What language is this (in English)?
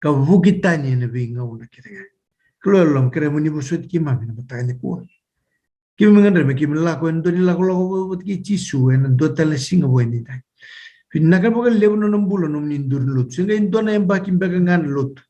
Fijian